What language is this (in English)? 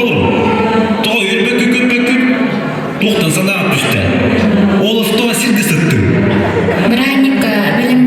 Yakut